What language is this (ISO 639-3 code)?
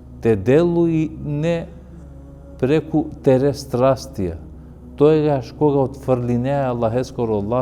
rmn